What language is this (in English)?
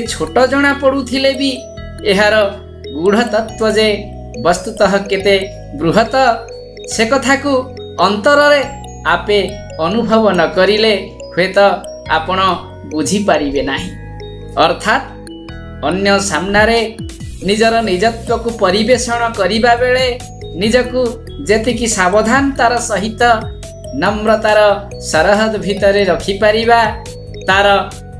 Odia